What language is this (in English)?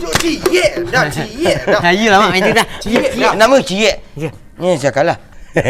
Minangkabau